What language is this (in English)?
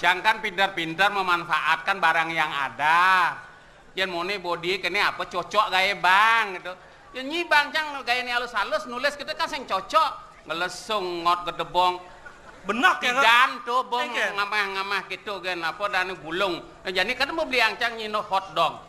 Balinese